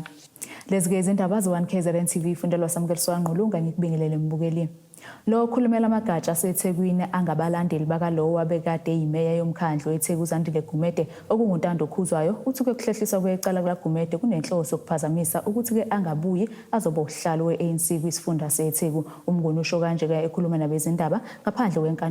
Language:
Zulu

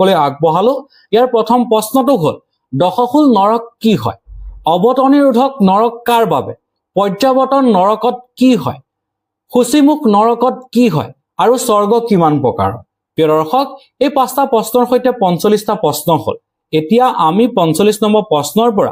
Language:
Assamese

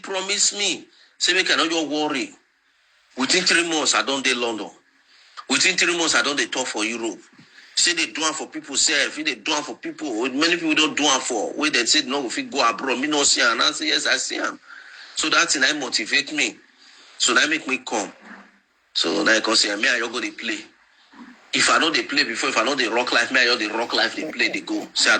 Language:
Nigerian Pidgin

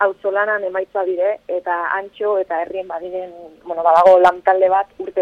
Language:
Basque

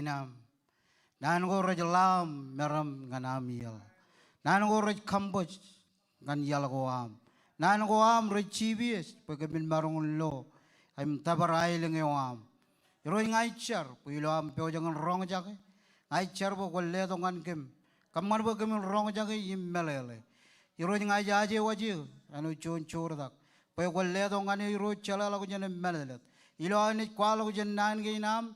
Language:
Marshallese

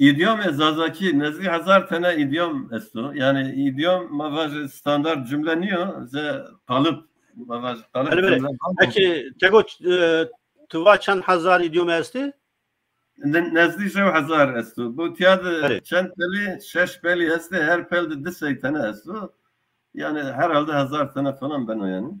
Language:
Zaza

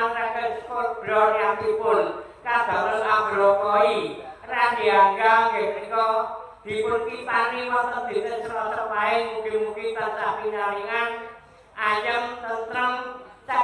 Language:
Javanese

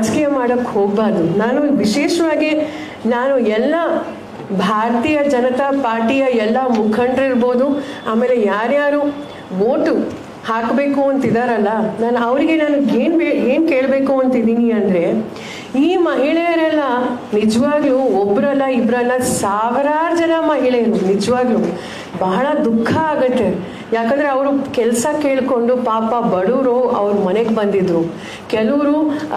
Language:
Kannada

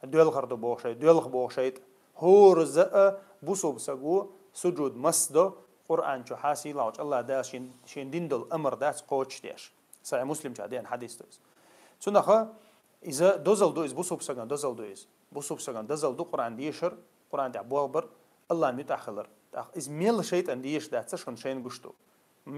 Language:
Chechen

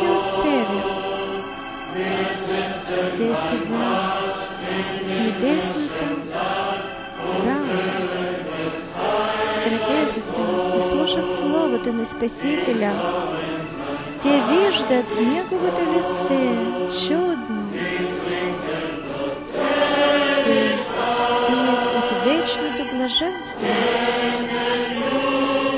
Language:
Bulgarian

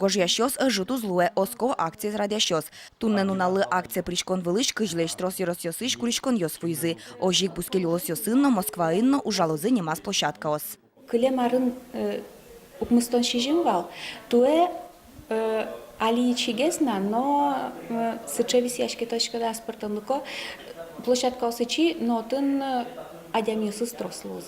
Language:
Udmurt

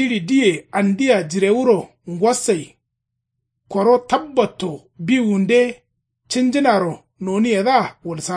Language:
Kanuri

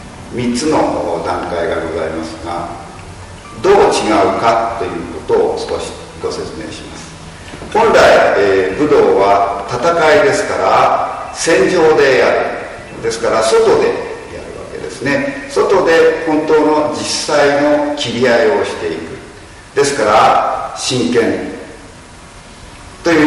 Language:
Japanese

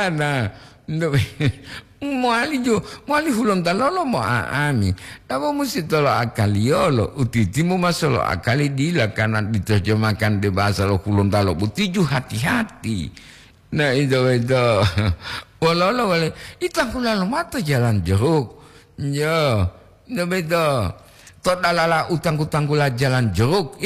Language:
Gorontalo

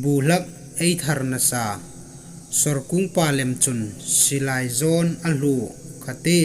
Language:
Hmar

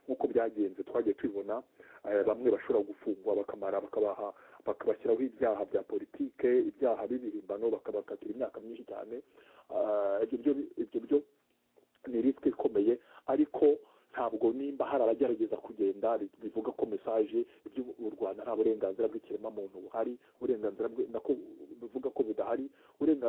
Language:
Kinyarwanda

